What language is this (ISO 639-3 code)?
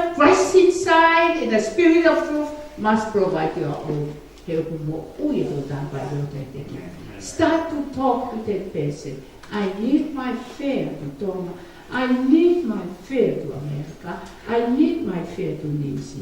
ton